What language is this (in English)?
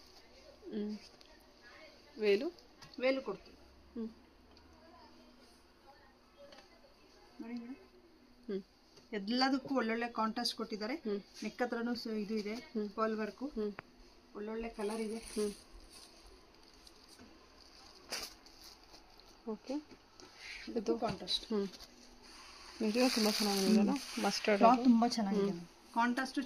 Kannada